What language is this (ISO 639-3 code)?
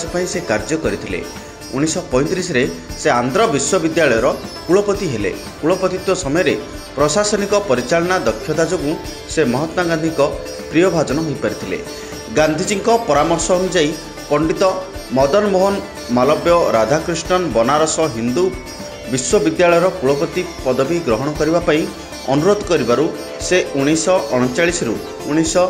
ori